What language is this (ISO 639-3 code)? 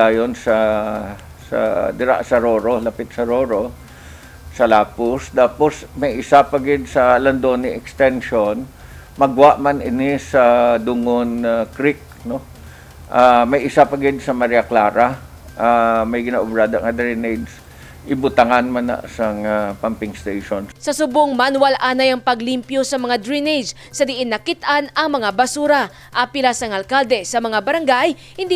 hil